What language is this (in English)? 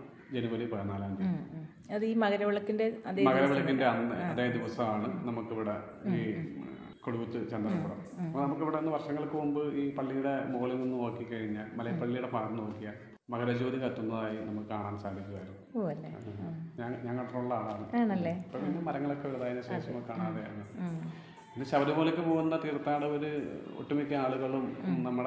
Malayalam